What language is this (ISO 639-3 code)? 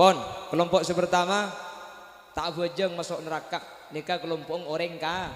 mad